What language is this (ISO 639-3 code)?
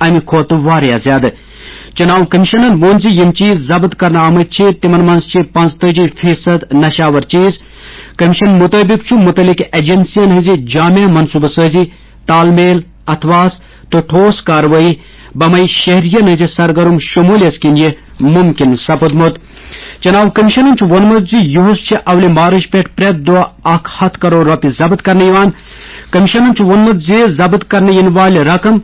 kas